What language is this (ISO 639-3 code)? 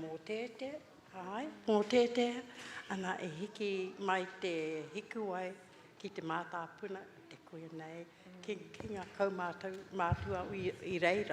mri